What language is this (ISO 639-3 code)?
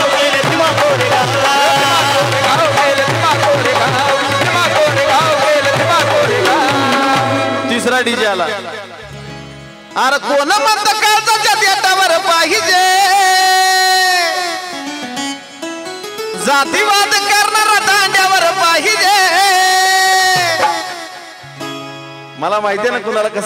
mar